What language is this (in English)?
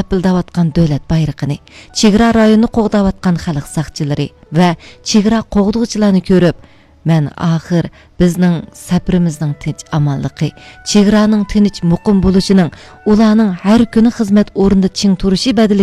Uyghur